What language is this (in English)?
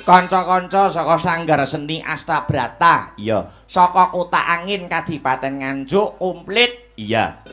Javanese